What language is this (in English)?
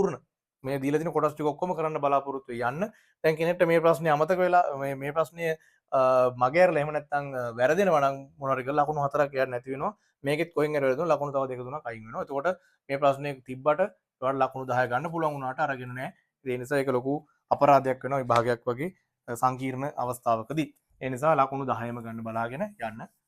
Sinhala